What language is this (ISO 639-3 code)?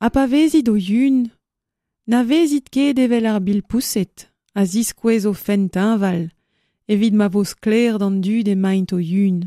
bre